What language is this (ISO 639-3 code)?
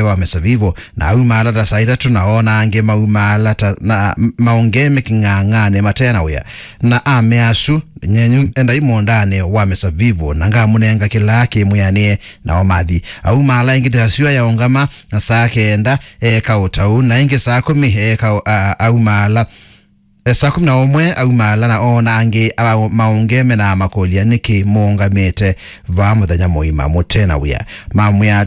kam